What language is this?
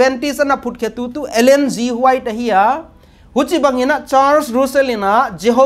Paite Chin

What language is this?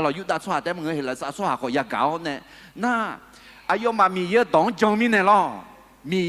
Akha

